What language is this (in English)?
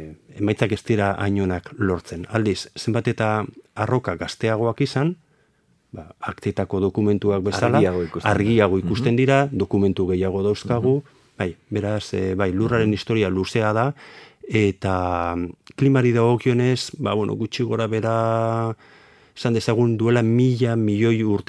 Basque